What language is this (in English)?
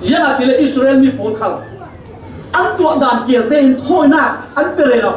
Falam Chin